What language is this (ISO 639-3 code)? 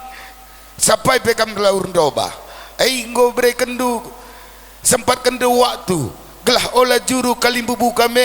btx